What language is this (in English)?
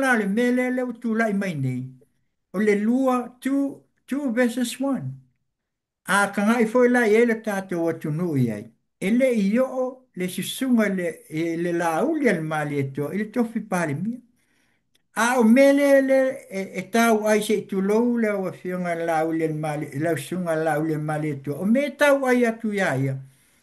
Samoan